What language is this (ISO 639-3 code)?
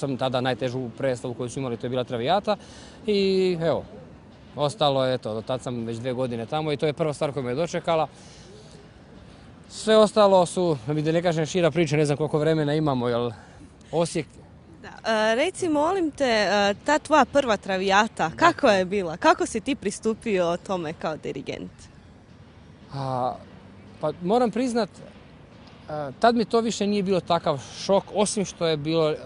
hrv